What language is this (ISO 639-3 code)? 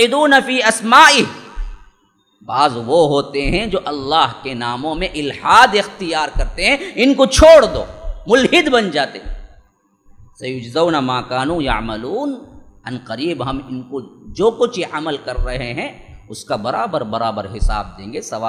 urd